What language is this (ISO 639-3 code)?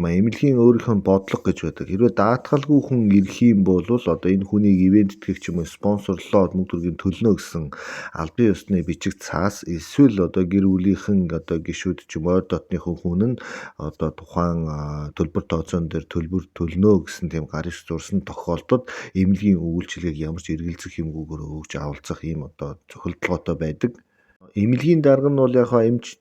mon